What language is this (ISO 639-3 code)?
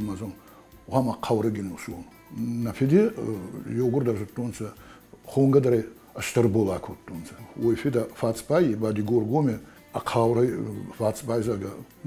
oss